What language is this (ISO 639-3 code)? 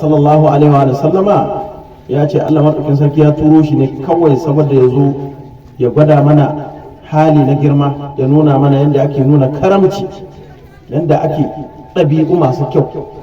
hau